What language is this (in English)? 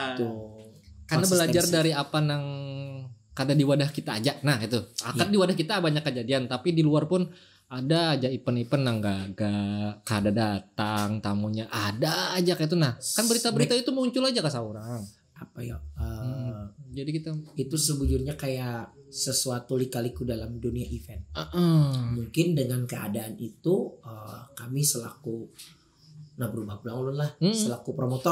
Banjar